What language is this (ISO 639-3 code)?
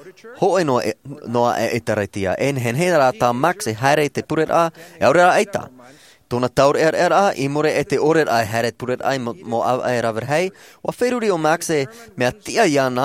tah